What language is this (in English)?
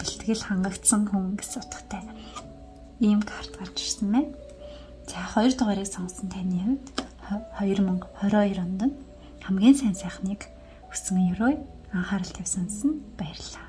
Mongolian